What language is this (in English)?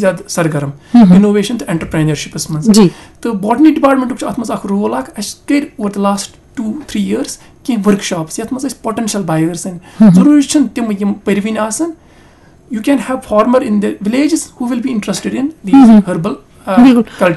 Kashmiri